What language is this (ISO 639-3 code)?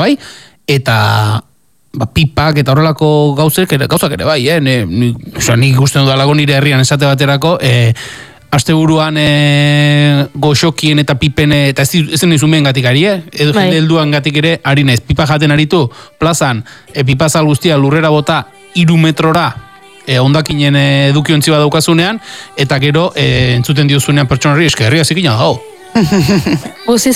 eus